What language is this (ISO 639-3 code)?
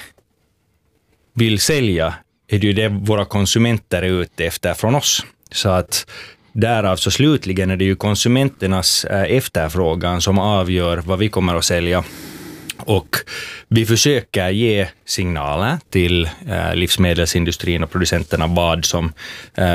swe